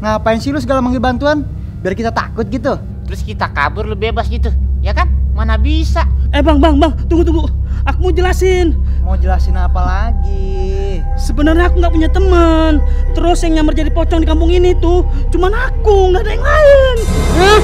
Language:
Betawi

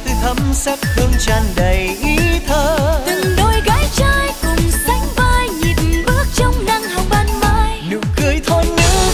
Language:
Vietnamese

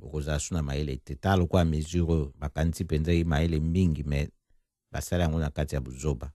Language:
Lingala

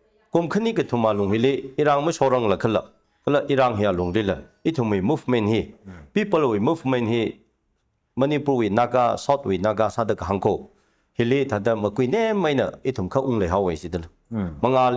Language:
Tangkhul Naga (India)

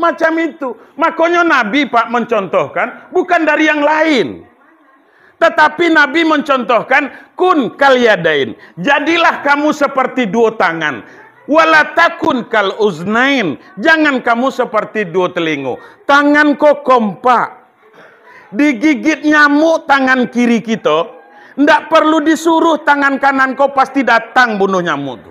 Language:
Minangkabau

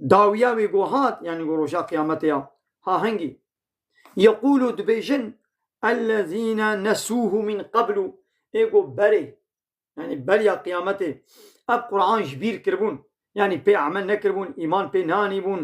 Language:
Kurdish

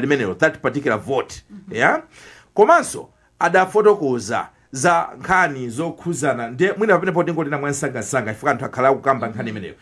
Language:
Nyanja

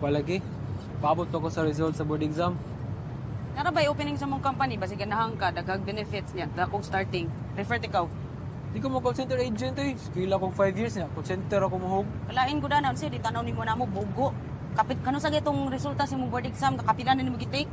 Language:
Cebuano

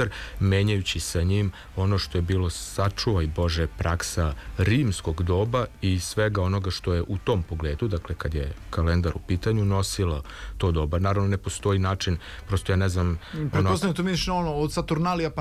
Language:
Serbian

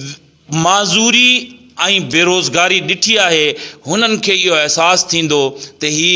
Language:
Sindhi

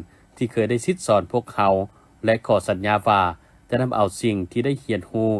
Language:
Lao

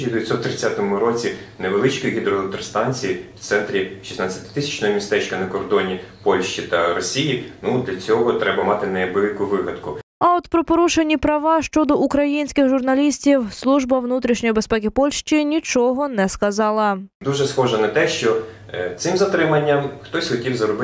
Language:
Ukrainian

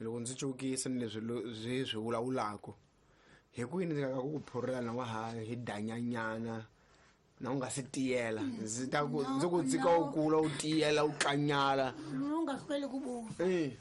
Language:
Tsonga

